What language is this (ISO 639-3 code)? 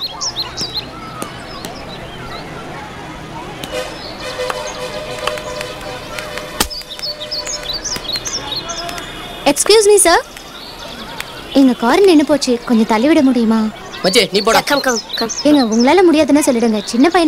tam